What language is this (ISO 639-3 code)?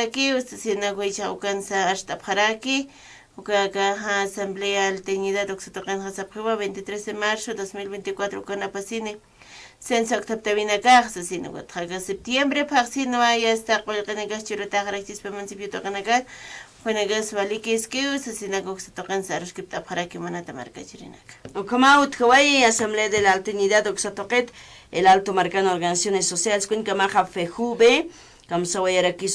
aym